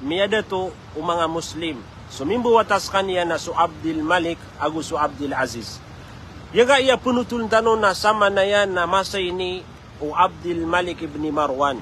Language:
Maranao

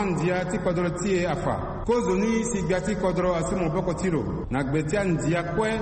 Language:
Sango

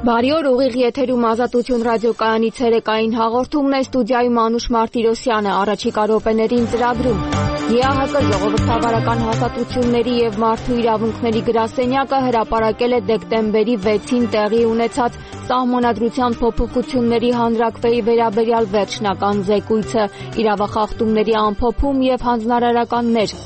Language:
Armenian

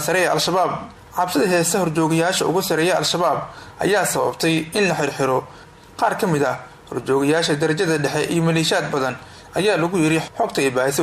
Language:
Somali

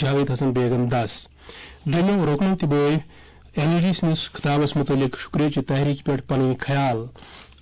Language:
Kashmiri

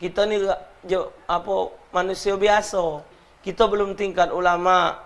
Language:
Musi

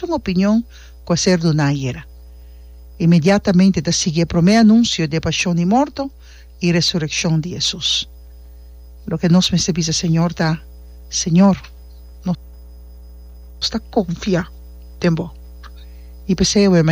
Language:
Papiamento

